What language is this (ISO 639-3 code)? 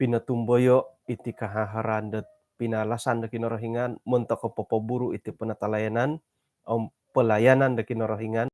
dtp